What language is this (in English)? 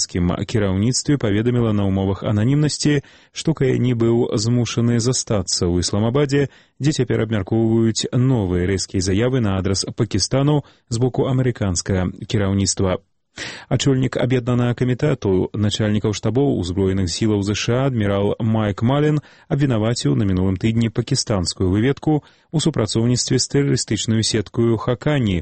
Belarusian